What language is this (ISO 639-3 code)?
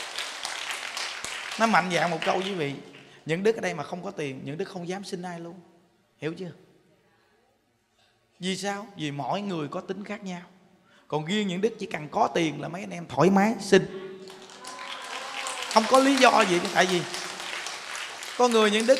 vie